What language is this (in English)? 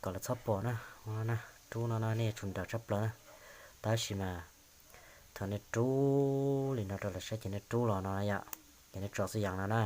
Hmong